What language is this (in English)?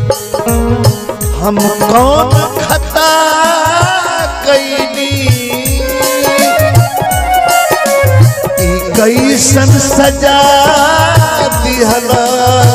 Bhojpuri